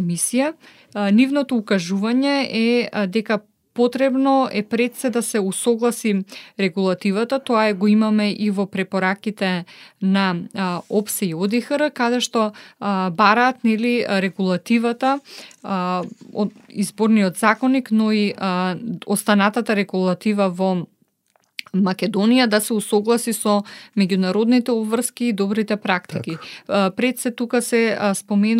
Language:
Macedonian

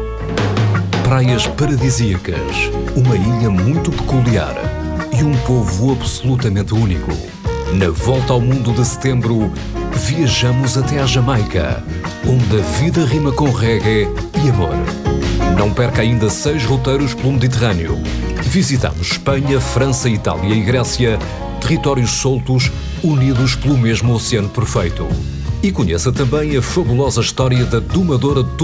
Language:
Portuguese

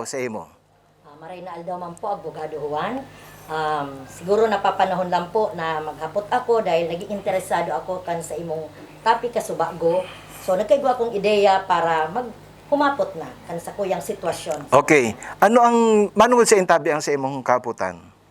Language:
Bikol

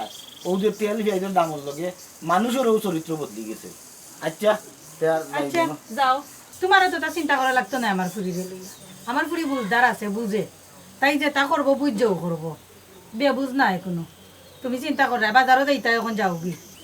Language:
Sylheti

